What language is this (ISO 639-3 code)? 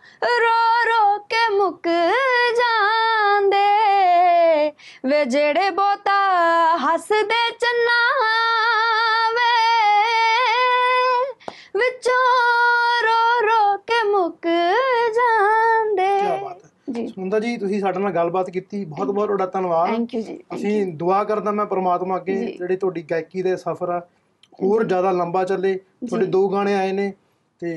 pan